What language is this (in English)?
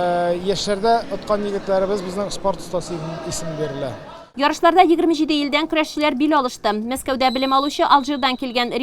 Tatar